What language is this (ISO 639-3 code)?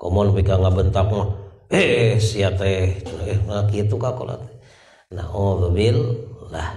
sun